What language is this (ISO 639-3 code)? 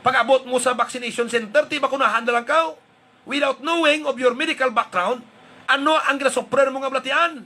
hil